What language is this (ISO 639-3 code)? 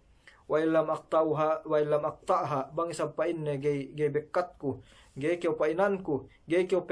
yka